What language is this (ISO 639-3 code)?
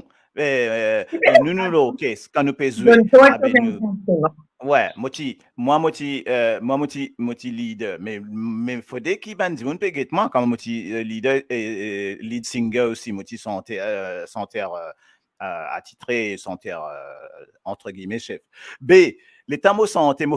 mfe